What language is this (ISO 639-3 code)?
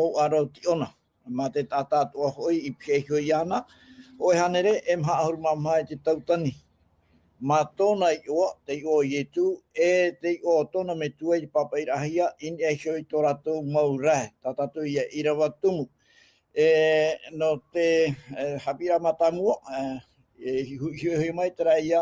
tah